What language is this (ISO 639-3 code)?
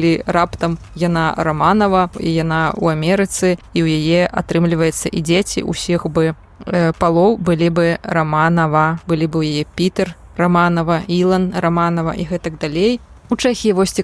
bel